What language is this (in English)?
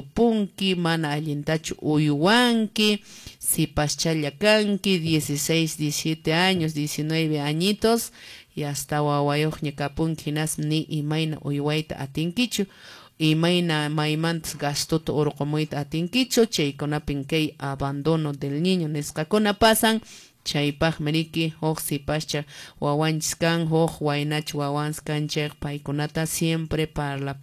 Quechua